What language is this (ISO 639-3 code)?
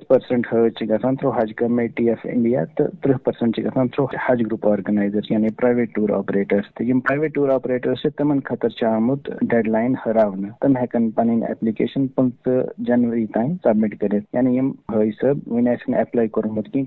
kas